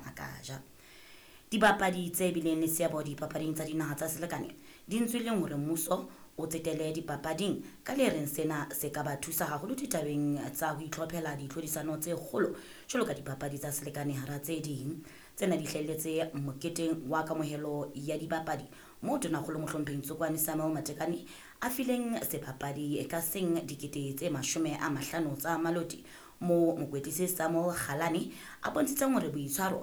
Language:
Southern Sotho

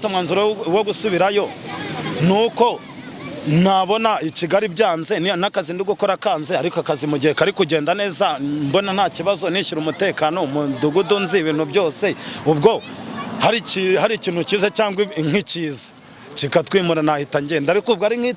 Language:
Kinyarwanda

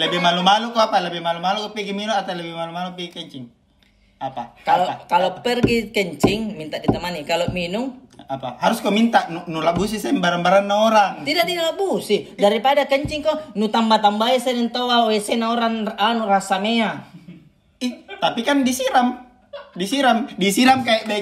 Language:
Makassar Malay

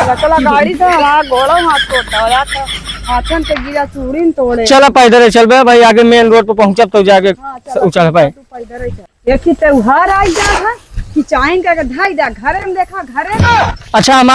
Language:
Awadhi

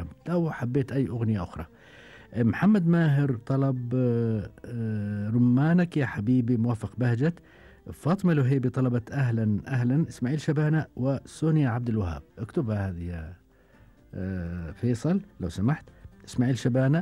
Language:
Gulf Arabic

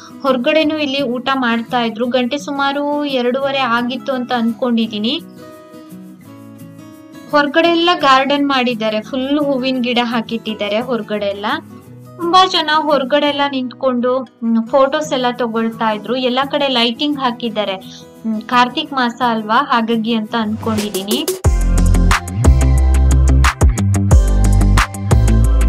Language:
Kannada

